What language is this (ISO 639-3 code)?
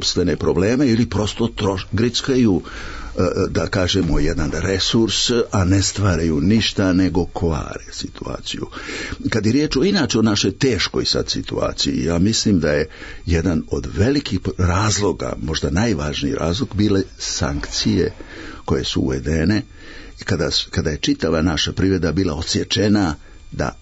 srp